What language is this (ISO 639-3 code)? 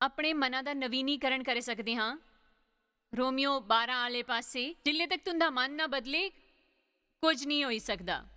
doi